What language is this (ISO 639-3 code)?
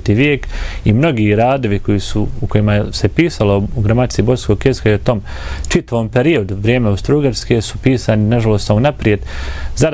bos